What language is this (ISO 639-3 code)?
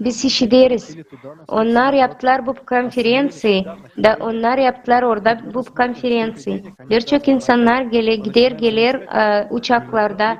gag